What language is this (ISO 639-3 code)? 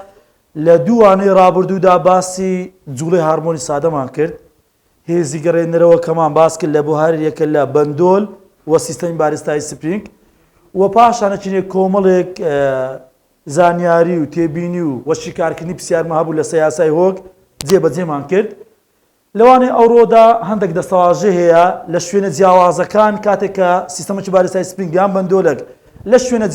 ckb